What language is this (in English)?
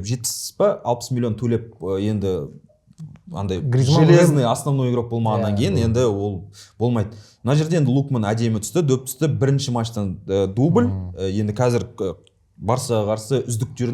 Kazakh